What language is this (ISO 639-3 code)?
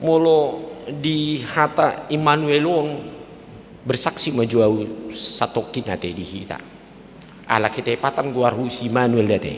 bbc